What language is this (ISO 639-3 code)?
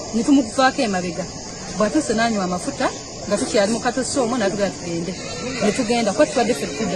lug